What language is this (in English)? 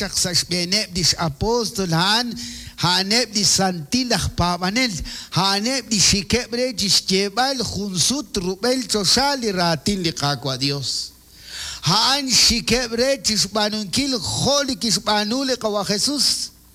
Kekchí